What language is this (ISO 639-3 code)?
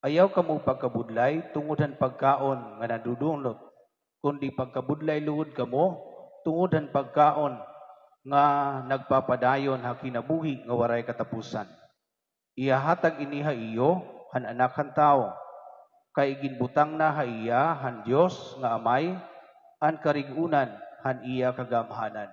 war